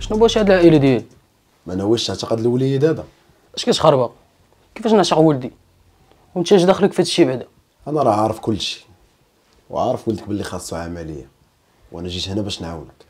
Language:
Moroccan Arabic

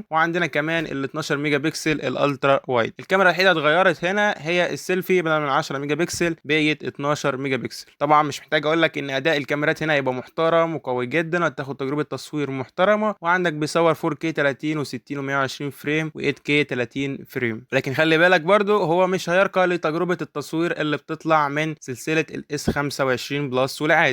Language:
Egyptian Arabic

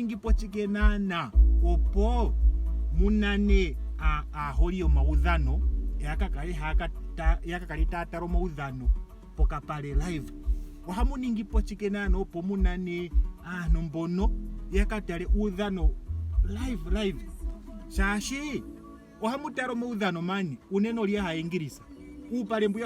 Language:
Ndonga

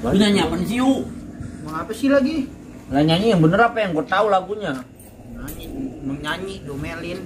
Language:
Betawi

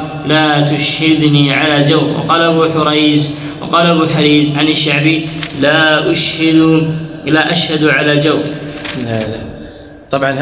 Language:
Arabic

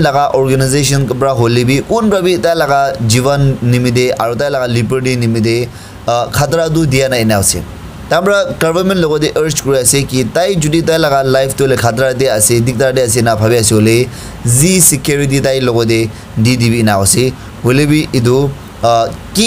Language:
Naga Pidgin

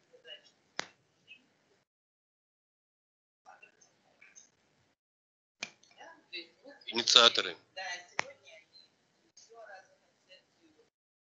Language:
Russian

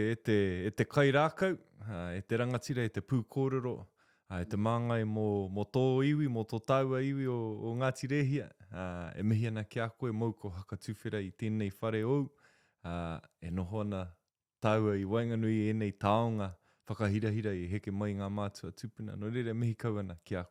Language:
Māori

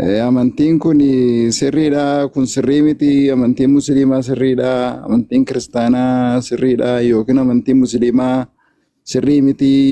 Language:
Oromo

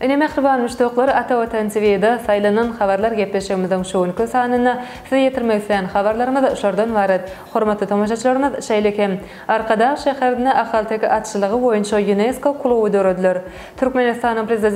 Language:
Turkmen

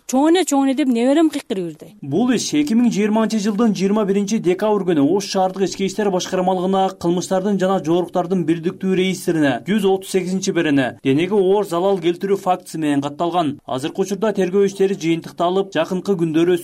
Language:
Kyrgyz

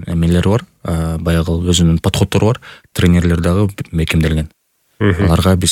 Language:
Kyrgyz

